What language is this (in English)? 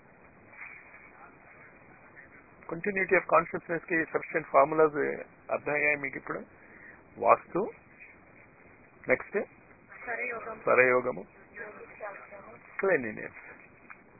Telugu